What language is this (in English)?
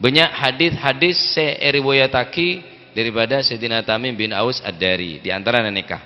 Madurese